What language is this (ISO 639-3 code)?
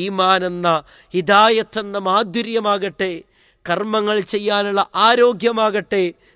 mal